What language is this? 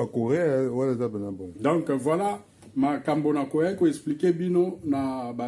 Lingala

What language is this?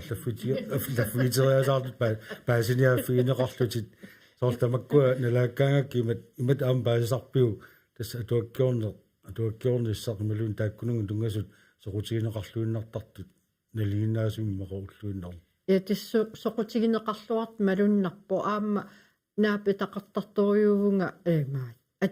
Kalaallisut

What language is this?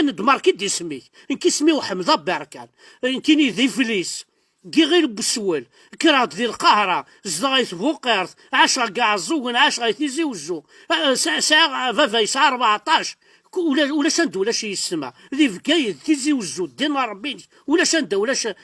Kabyle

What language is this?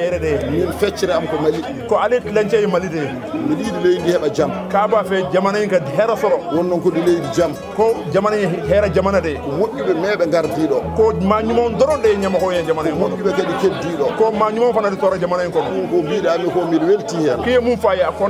Fula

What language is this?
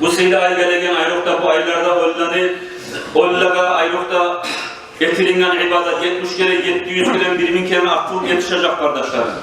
Kumyk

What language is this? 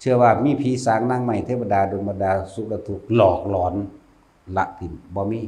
Lao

